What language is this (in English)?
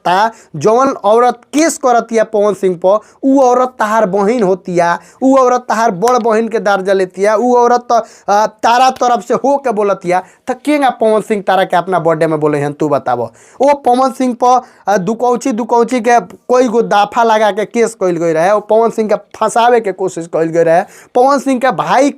Bhojpuri